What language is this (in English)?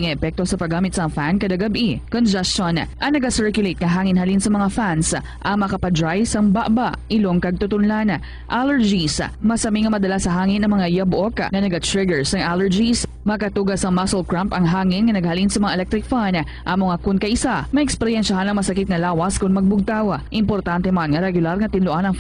Hiligaynon